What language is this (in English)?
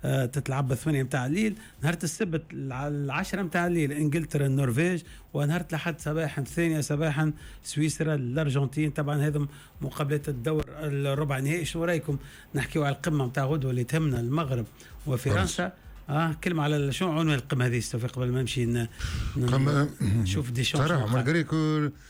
Tunisian Arabic